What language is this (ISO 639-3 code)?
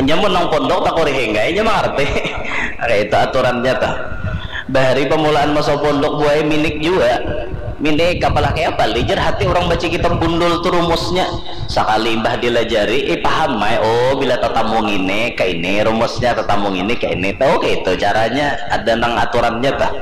bjn